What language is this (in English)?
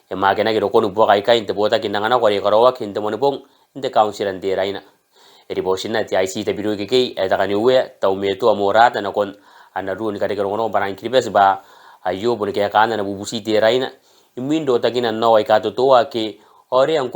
Gilbertese